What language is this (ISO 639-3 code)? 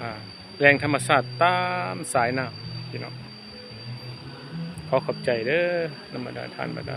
lao